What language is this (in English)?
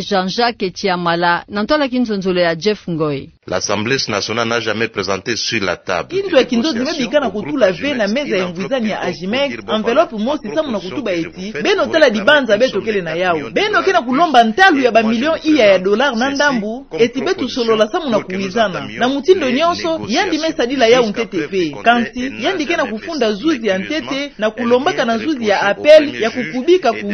Kituba (Democratic Republic of Congo)